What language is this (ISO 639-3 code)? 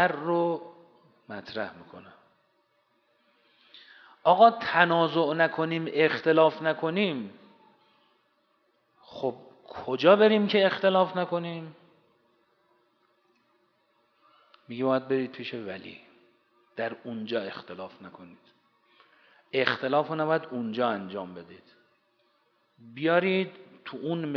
fas